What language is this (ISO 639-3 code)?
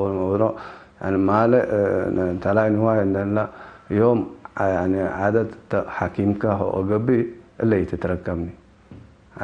tig